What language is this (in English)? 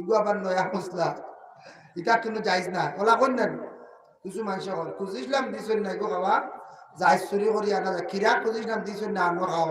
Sylheti